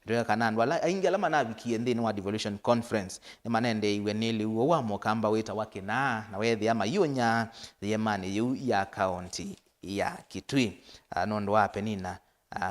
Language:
Kamba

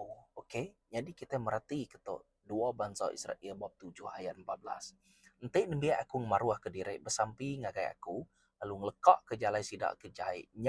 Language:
Iban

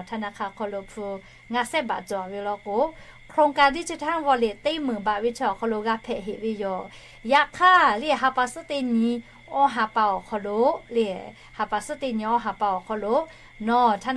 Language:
Lahu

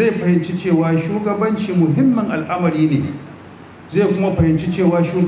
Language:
Hausa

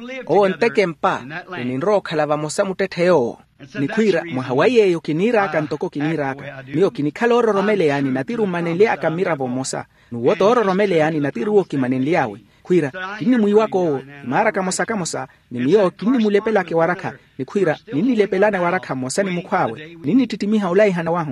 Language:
Makhuwa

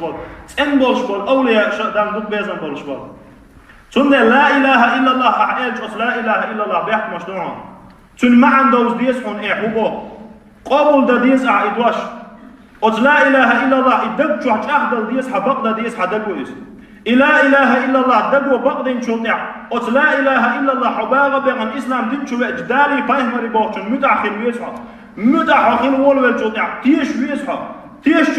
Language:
Chechen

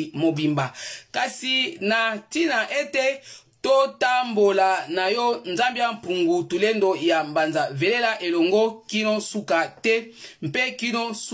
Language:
Lingala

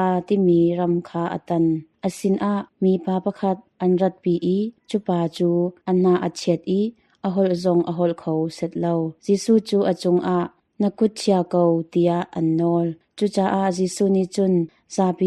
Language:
Hakha Chin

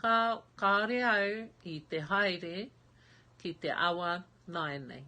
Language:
Māori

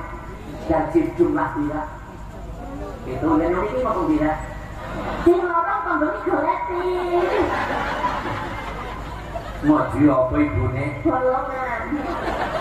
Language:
Javanese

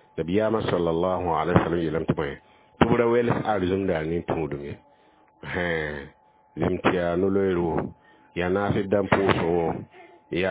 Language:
Mossi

